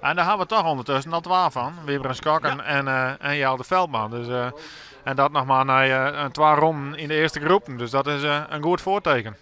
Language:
Western Frisian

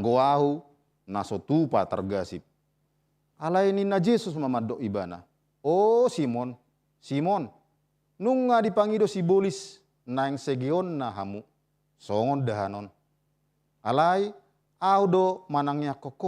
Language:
Batak Toba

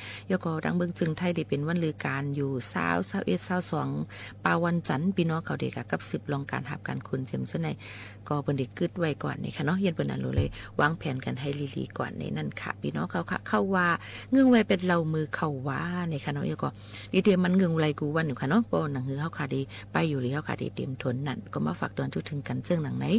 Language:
Shan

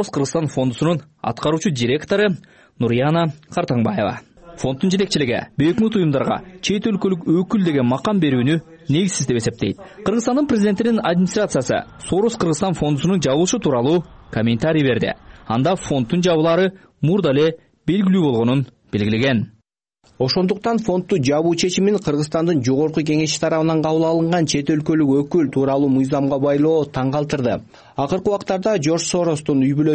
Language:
Kyrgyz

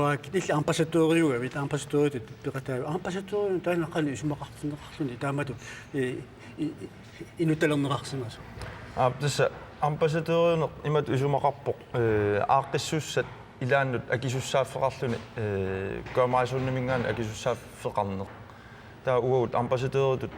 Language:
Kalaallisut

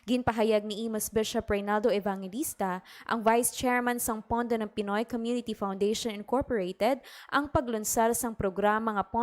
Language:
Hiligaynon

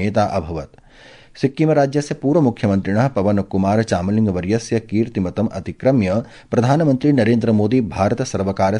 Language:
Sanskrit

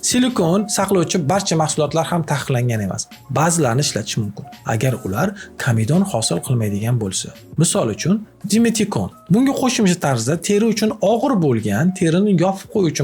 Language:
Uzbek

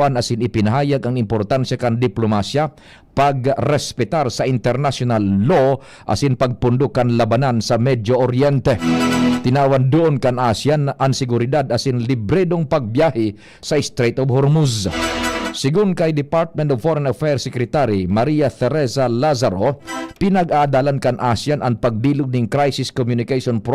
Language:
Bikol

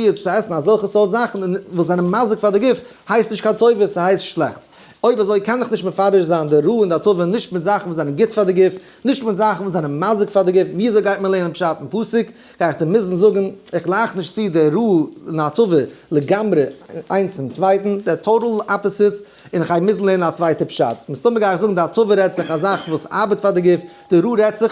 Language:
Yiddish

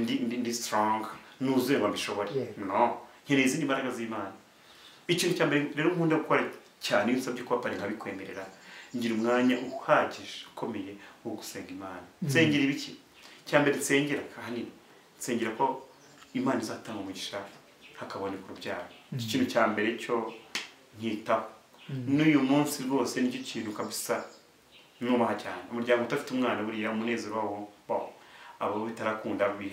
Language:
Kinyarwanda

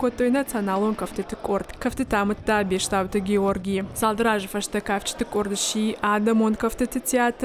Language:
Ossetic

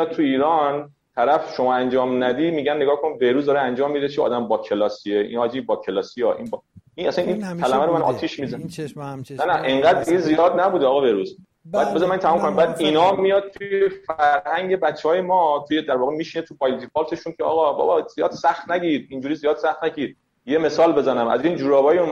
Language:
Persian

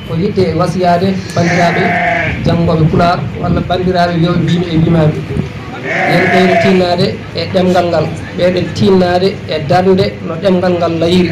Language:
Fula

